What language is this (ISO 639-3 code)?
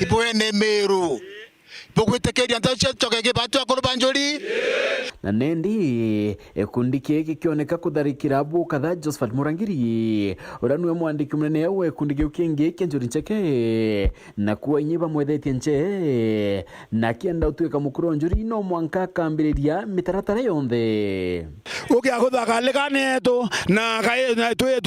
mer